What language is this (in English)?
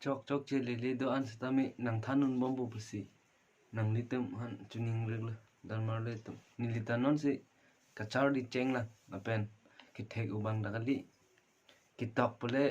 Karbi